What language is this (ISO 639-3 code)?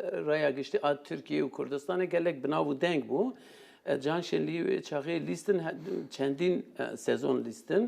kur